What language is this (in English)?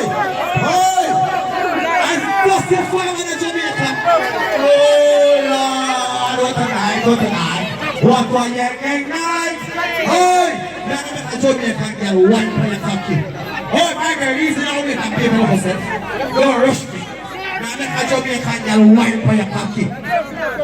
Jamaican Creole English